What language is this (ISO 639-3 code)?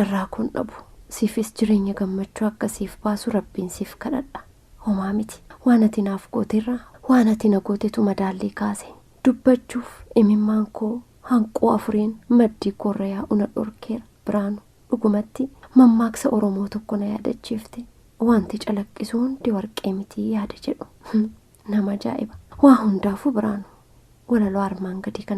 orm